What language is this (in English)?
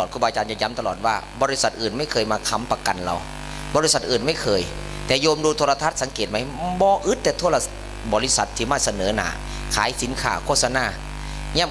Northeastern Thai